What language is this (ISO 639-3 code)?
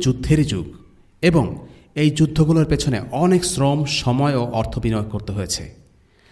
ben